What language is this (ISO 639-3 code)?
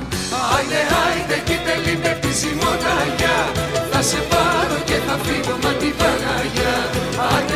ell